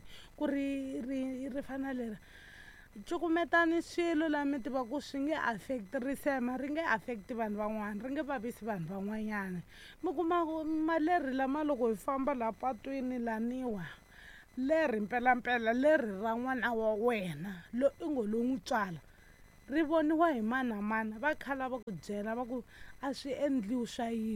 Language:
Tsonga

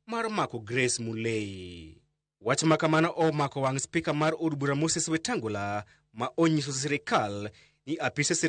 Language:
Luo (Kenya and Tanzania)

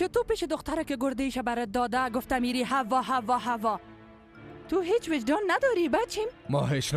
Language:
Persian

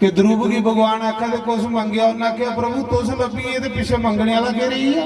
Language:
Dogri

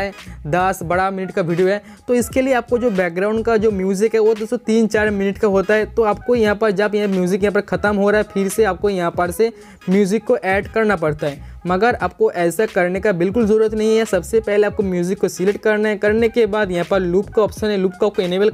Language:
Hindi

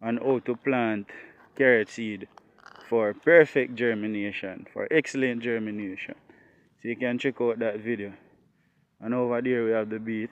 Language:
Jamaican Creole English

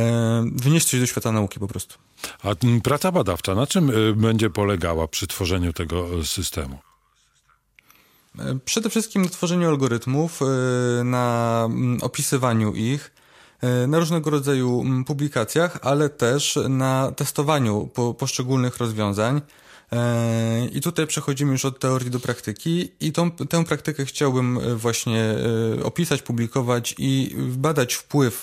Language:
Polish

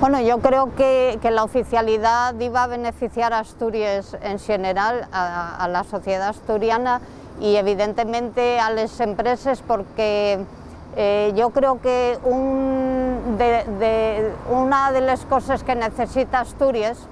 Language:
Asturian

